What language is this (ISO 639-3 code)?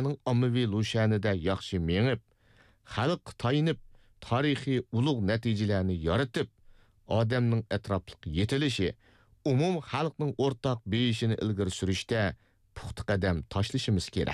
uig